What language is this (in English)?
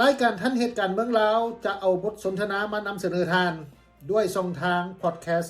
Lao